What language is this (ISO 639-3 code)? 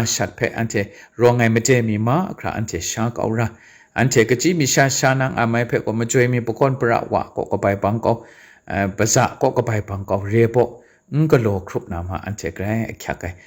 kac